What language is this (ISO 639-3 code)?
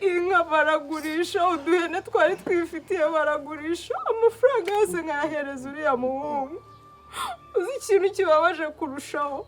kin